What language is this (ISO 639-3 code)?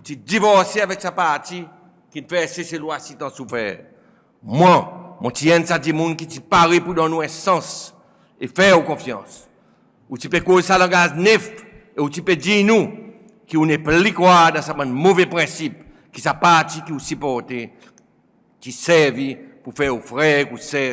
crs